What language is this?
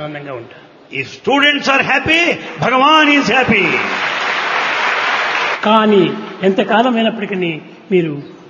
Telugu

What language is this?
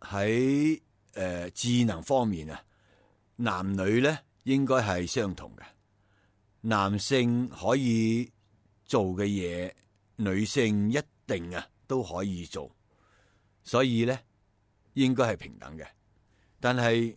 Cantonese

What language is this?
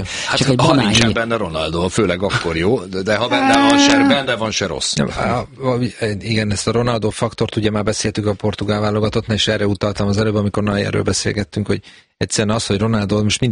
Hungarian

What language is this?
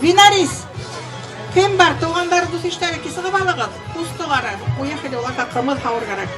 Bashkir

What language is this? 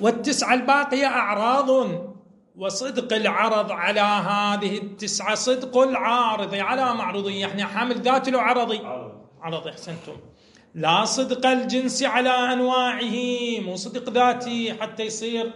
Moroccan Arabic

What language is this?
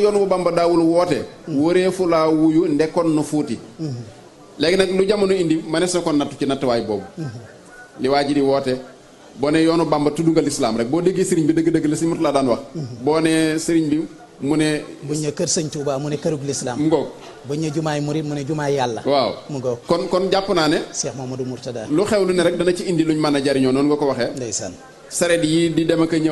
Wolof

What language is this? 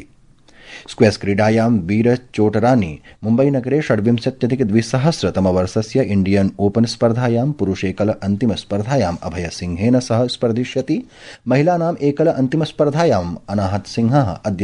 Sanskrit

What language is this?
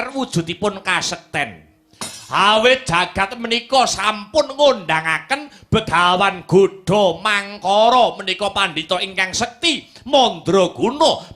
Javanese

